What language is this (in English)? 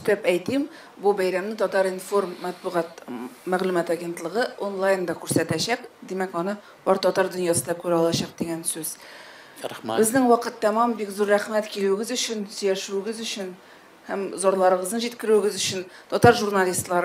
Tatar